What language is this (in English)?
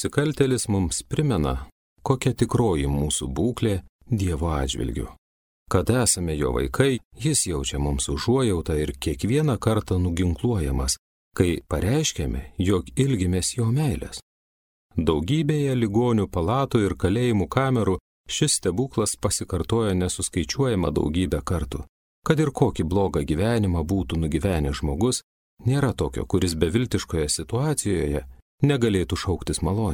Lithuanian